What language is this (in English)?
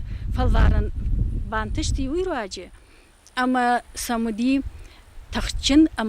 Ossetic